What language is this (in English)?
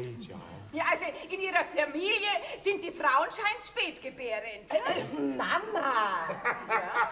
Bavarian